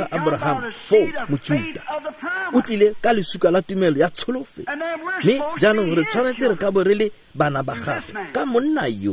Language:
Tswana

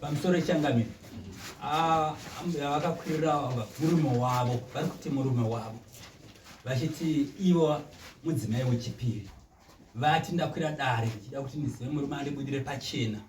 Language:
Shona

